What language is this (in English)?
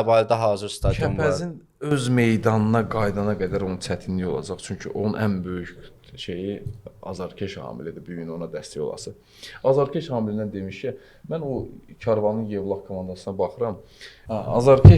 Azerbaijani